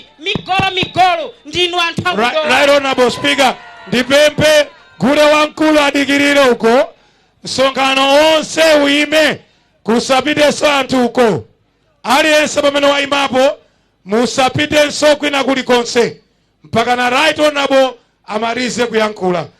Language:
Nyanja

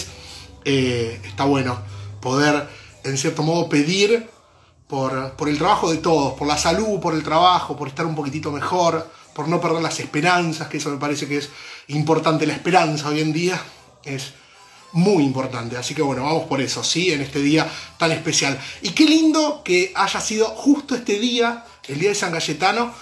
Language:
Spanish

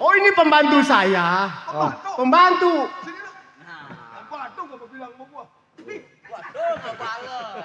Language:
Betawi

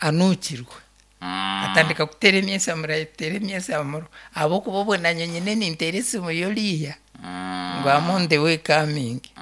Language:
Nyankole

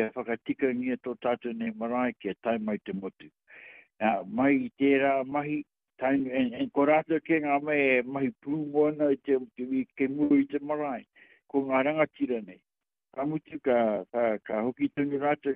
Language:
Māori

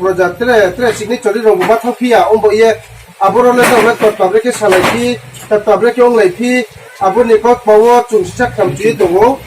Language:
Riang (India)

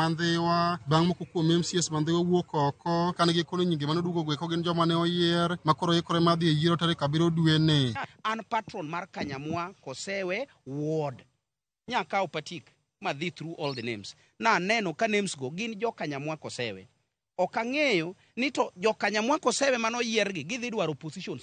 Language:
Luo (Kenya and Tanzania)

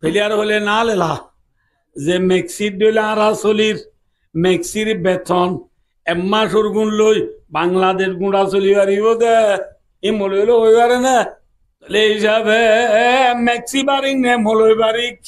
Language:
Rohingya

